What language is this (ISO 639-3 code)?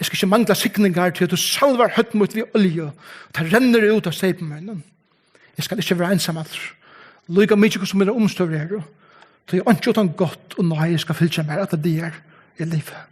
fao